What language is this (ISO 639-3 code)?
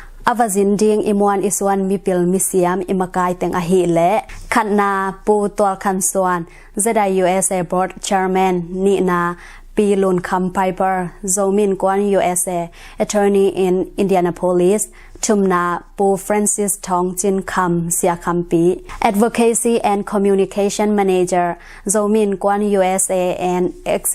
ctd